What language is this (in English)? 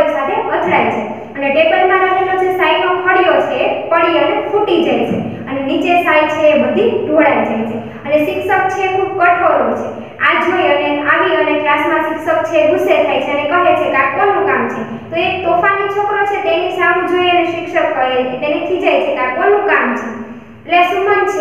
Gujarati